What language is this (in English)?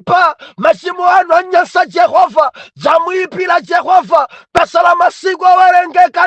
Nyanja